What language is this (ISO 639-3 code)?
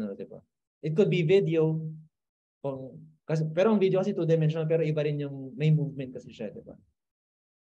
fil